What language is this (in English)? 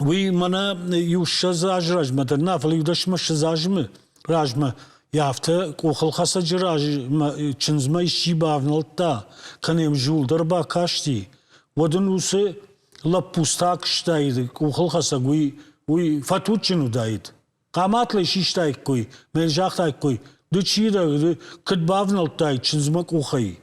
Ossetic